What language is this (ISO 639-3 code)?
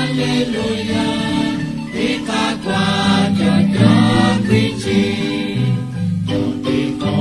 kek